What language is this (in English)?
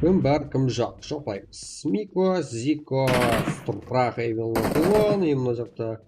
Kara-Kalpak